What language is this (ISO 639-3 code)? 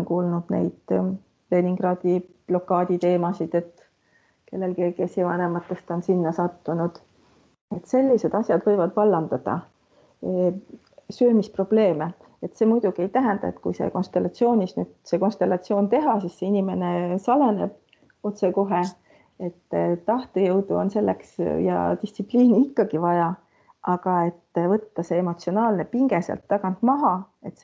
est